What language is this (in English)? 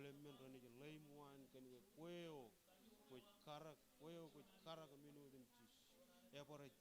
Marshallese